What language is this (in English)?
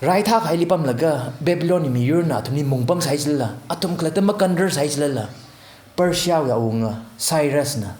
Tangkhul Naga (India)